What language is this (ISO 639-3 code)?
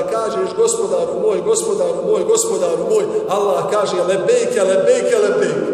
bos